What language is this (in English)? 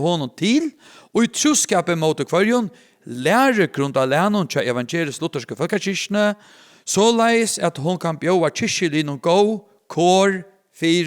Faroese